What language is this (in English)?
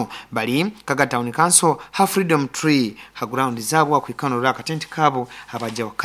Nyoro